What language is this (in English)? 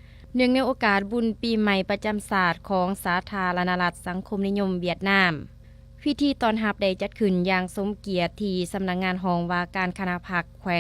Lao